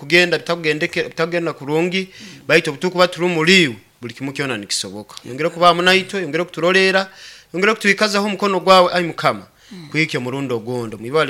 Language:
Nyoro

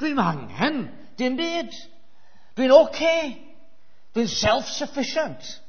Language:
Welsh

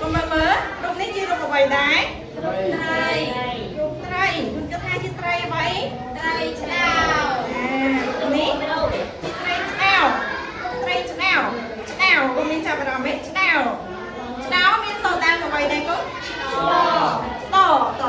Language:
Khmer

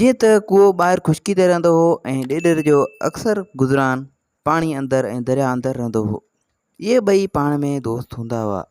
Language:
Sindhi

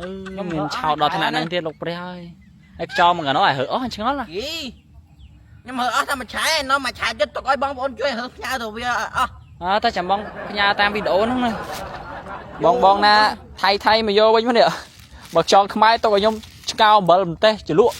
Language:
Khmer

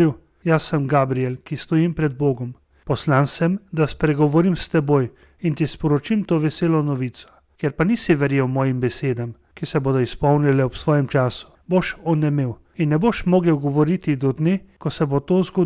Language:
Slovenian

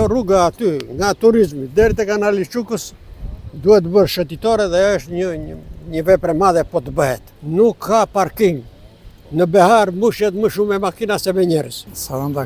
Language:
Albanian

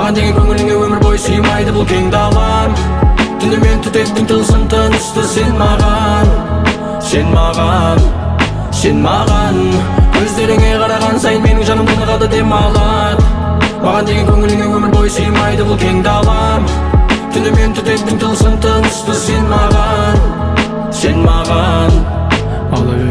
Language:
Kazakh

